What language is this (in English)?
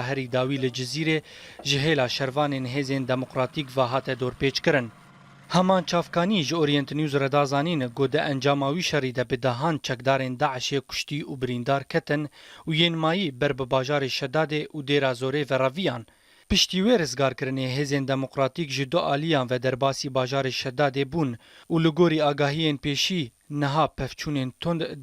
Kurdish